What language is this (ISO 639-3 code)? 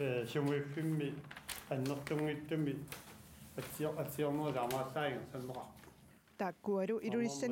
kal